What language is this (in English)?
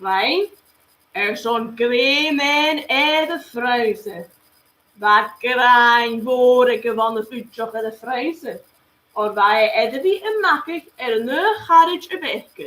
Scottish Gaelic